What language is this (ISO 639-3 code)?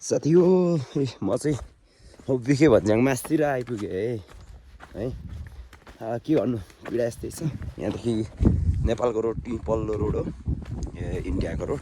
nep